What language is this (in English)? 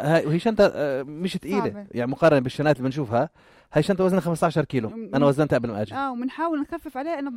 North Levantine Arabic